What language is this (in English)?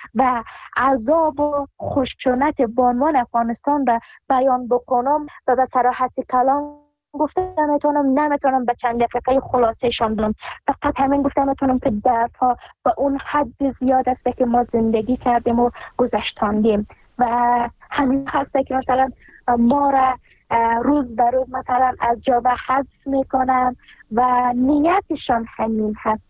Persian